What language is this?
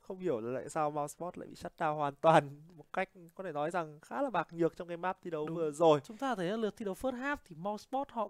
Vietnamese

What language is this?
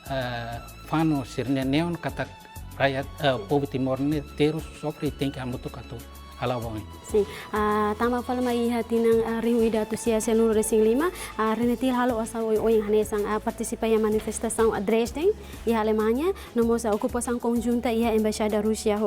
Tetum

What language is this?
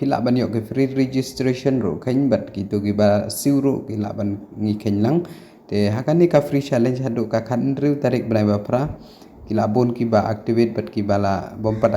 Khasi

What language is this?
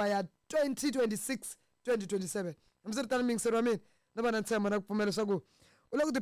Tsonga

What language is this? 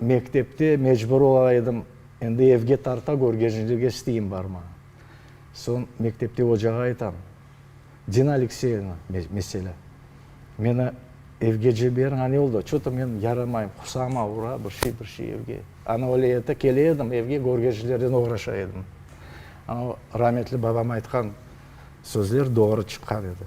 Crimean Tatar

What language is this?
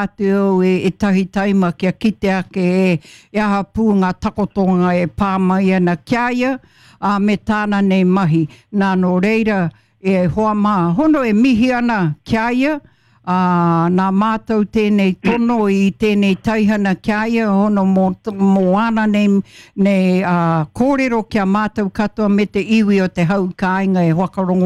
Māori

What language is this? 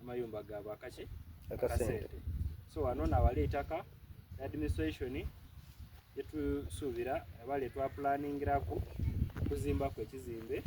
Soga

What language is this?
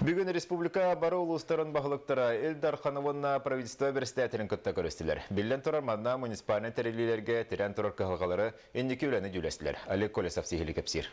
Yakut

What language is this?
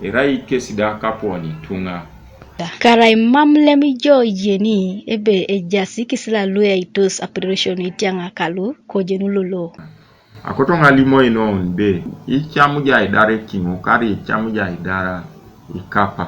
Teso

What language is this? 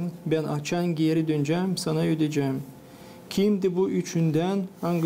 Gagauz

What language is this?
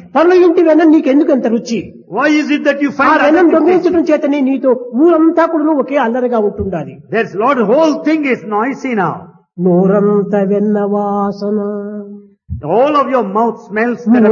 Telugu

